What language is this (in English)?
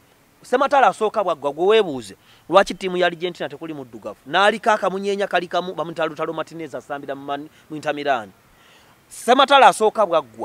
Ganda